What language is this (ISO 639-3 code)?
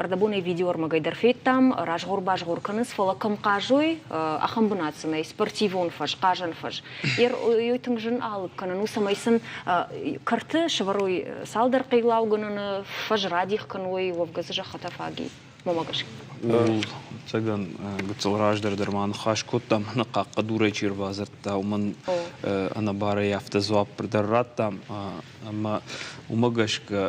oss